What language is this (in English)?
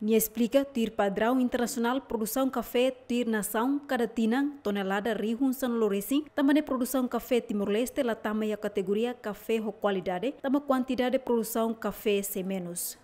Tetum